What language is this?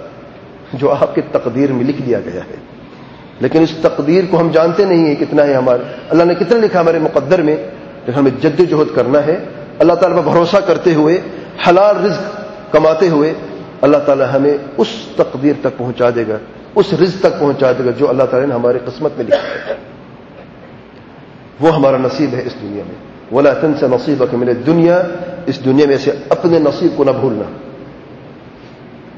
Urdu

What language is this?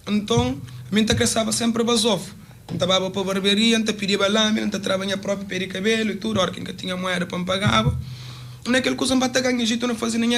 Kabuverdianu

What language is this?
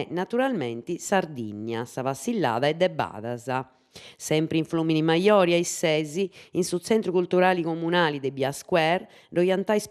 Sardinian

